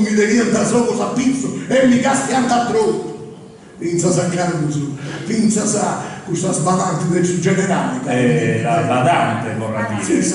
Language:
Sardinian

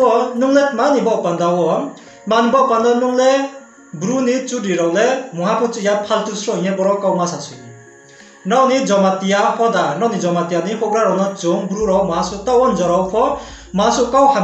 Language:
Riang (India)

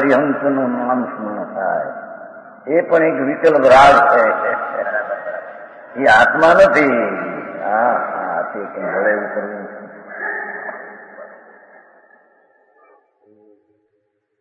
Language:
Gujarati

